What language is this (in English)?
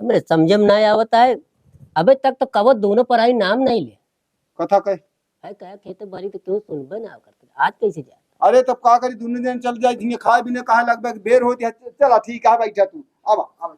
Awadhi